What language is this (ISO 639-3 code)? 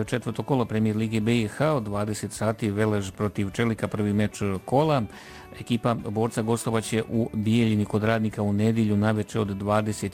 bos